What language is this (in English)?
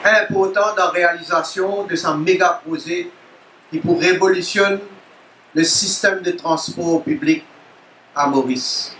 Morisyen